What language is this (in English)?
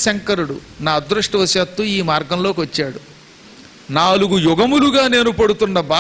Telugu